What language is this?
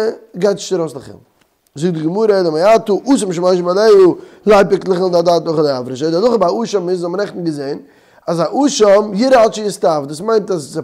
Yiddish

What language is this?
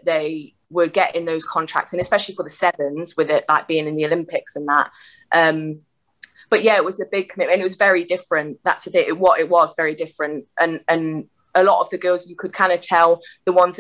English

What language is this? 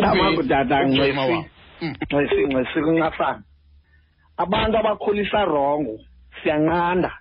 Xhosa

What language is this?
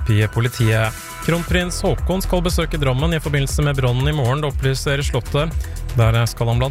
Norwegian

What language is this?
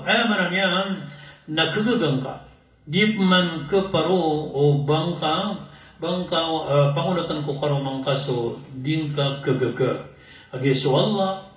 Maranao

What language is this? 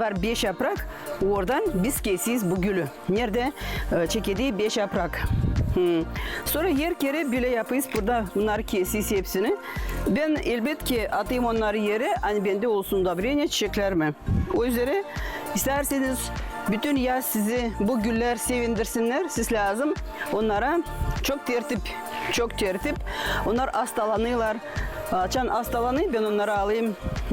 Gagauz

